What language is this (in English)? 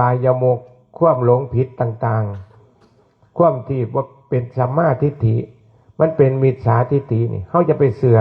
Northeastern Thai